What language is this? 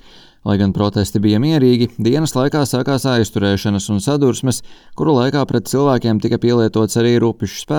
Latvian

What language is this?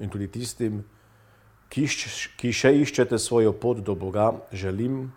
Slovenian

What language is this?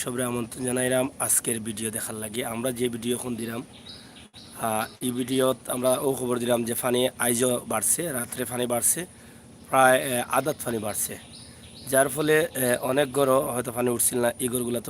Sylheti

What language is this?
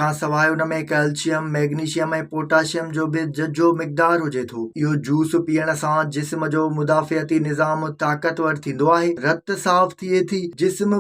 Sindhi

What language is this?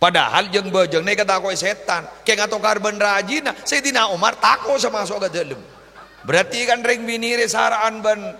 Madurese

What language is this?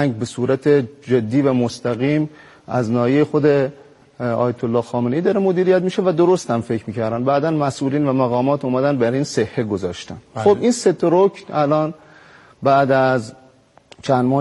Persian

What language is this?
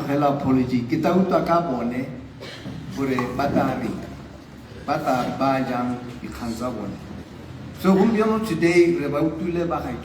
Tswana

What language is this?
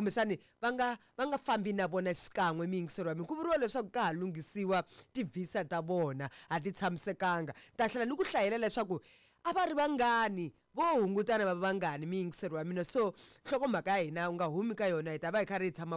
Tsonga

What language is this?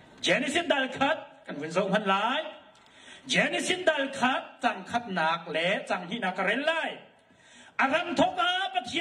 Hakha Chin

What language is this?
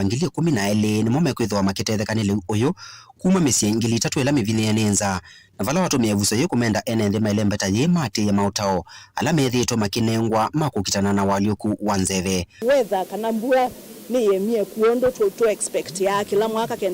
Kamba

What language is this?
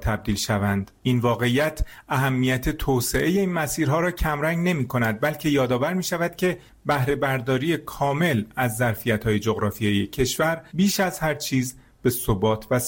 Persian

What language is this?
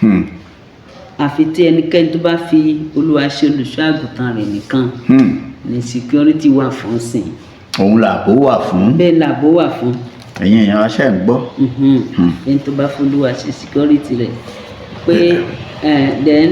Yoruba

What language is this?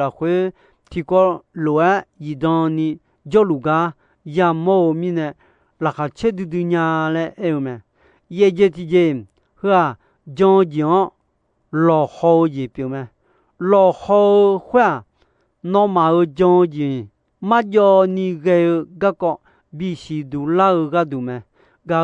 Akha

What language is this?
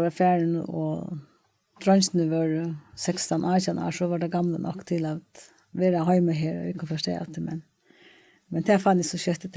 Faroese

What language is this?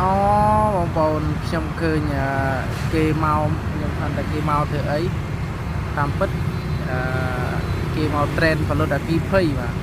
Khmer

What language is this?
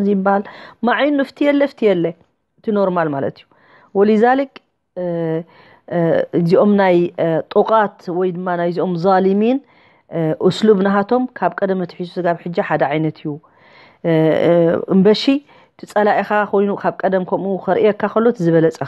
Tigrinya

